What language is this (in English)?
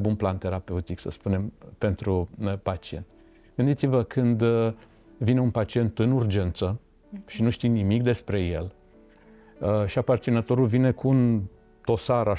Romanian